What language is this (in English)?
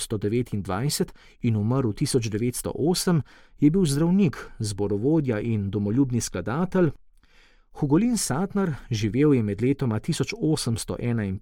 Slovenian